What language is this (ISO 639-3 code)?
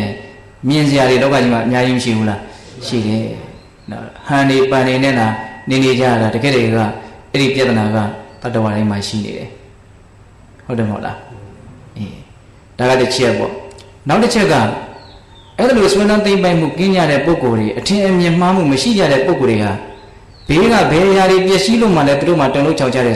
mya